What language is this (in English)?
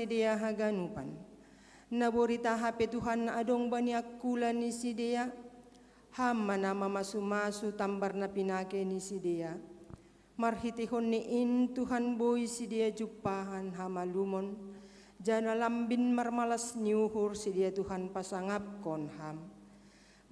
Batak Simalungun